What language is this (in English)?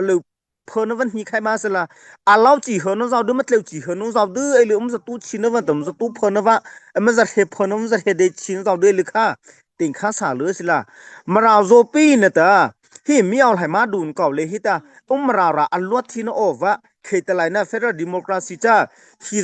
Mara Chin